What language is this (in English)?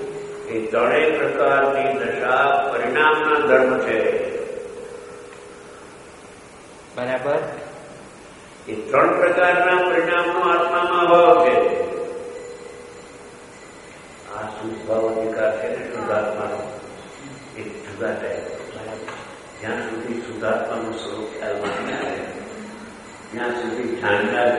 Gujarati